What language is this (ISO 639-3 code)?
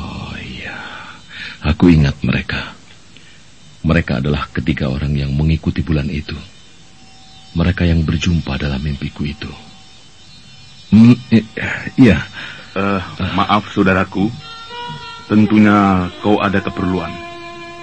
ind